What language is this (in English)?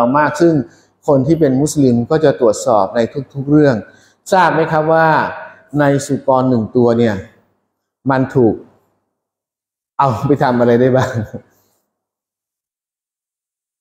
Thai